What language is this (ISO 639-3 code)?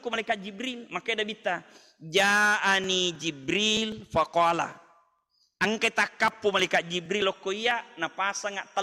bug